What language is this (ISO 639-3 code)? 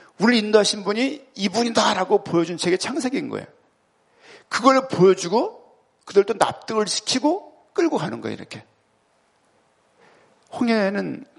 kor